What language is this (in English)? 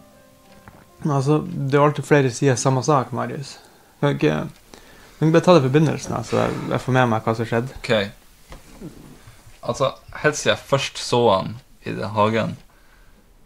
Norwegian